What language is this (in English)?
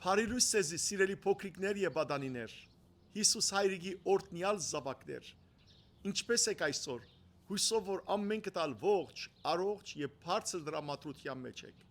Western Armenian